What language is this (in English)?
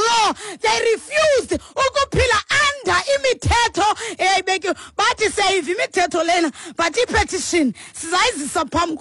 Xhosa